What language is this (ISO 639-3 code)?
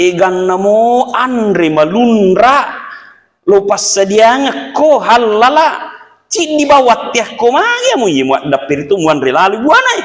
bug